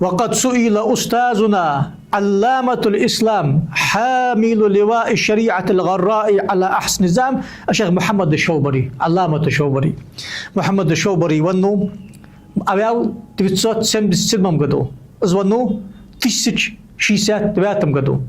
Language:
Ingush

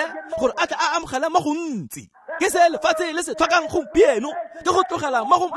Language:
Tswana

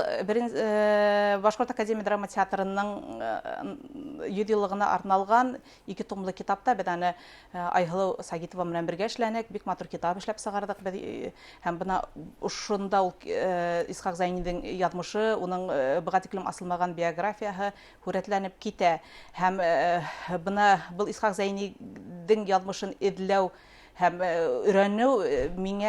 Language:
Bashkir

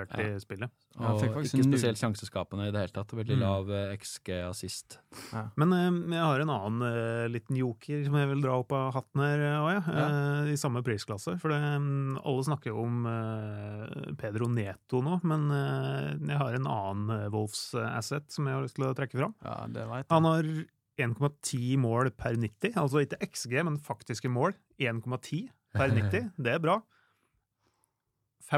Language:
Norwegian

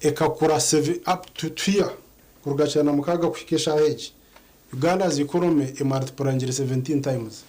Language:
Nyankole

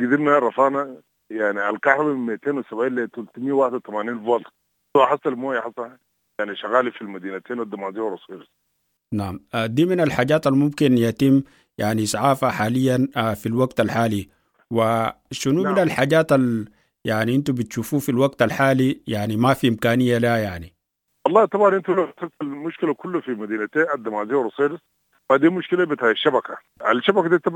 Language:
Sudanese Arabic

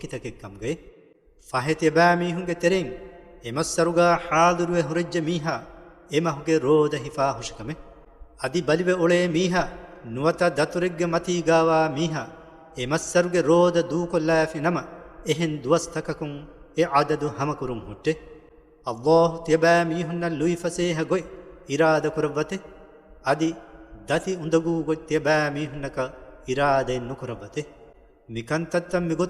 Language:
Divehi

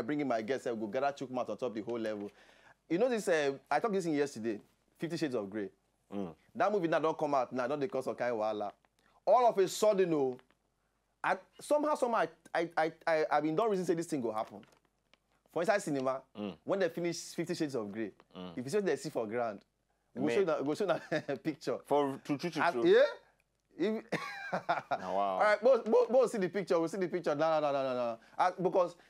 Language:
Nigerian Pidgin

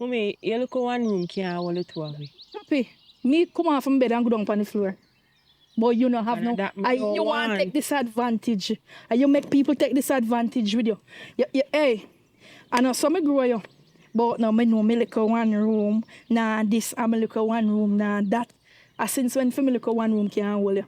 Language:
Jamaican Creole English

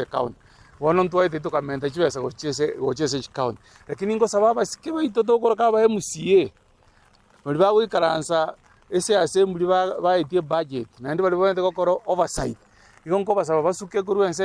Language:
Gusii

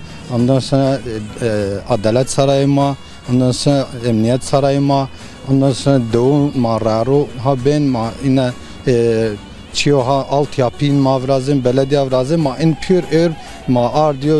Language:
Zaza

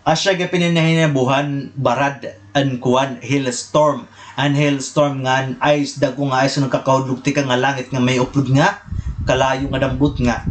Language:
Waray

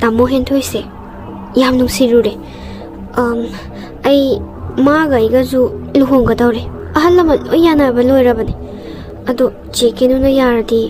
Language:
Manipuri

